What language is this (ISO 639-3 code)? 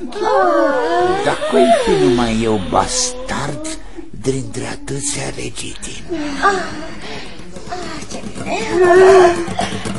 ron